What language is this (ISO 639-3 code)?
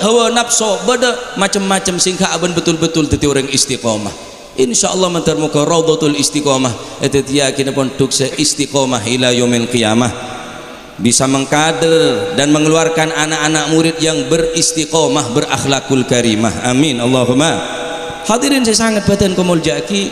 mad